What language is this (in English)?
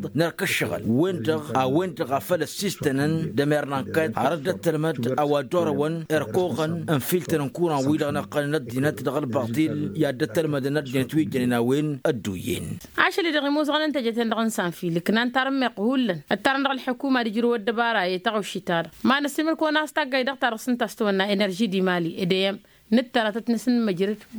Tamasheq